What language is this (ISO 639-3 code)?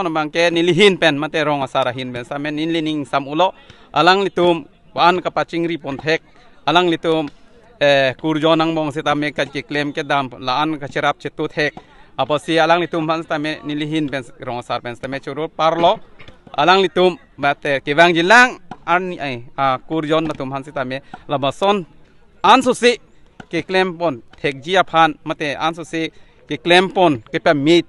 mjw